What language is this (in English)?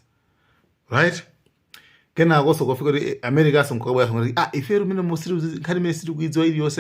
Nyanja